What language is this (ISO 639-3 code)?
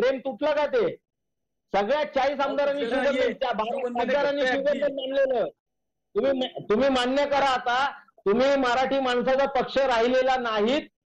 mar